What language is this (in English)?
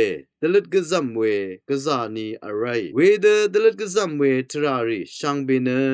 Rawang